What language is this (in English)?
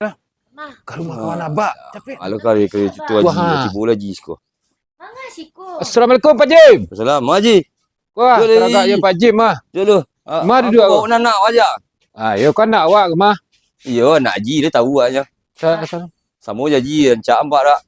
Minangkabau